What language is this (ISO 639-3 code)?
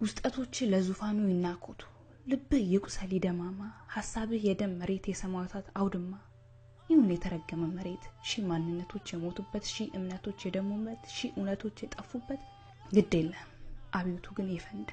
amh